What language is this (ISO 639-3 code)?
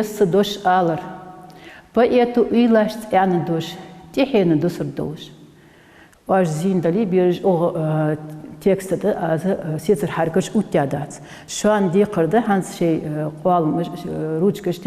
inh